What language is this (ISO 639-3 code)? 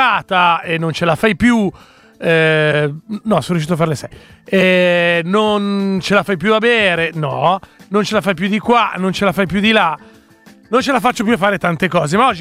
ita